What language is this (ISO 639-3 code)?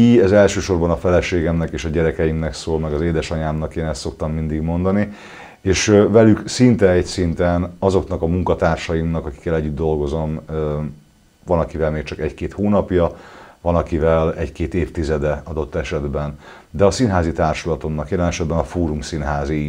hun